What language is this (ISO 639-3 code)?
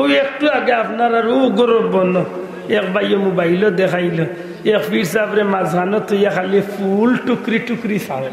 syl